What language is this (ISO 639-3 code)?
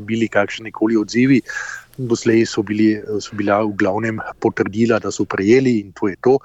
slv